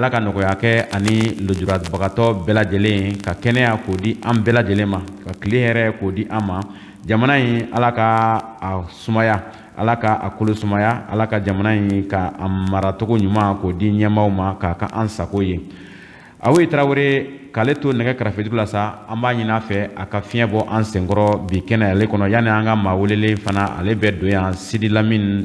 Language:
Bambara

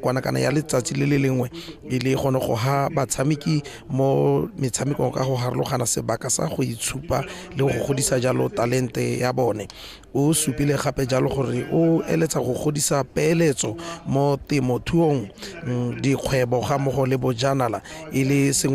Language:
Tswana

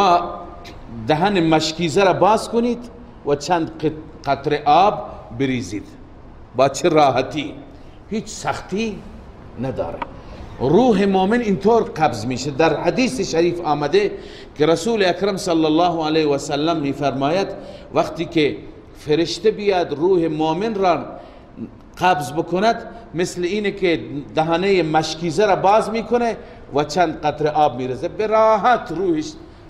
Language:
Persian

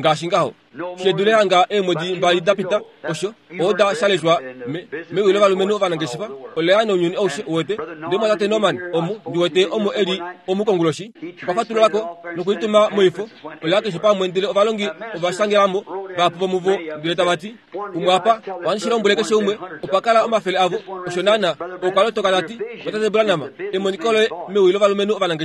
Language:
Kuanyama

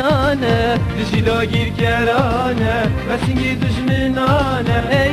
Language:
Kurdish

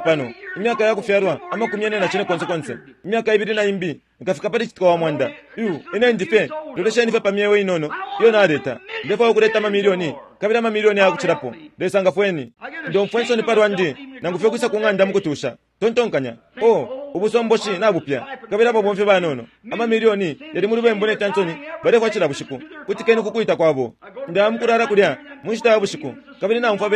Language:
Bemba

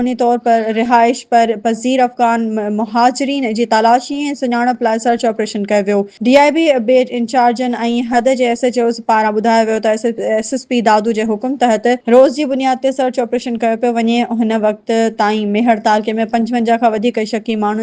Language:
Sindhi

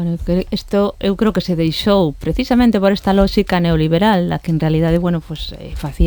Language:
Galician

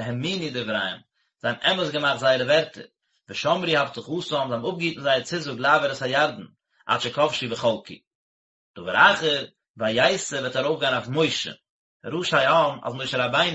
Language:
Yiddish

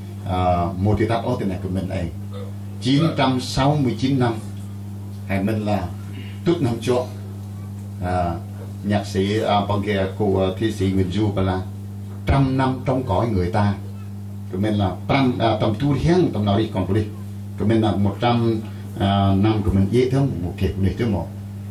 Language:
Central Mnong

